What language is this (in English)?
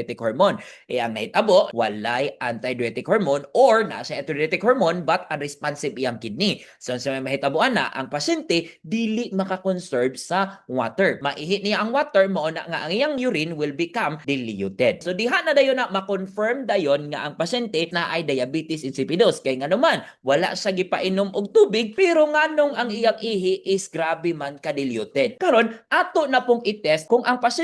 Cebuano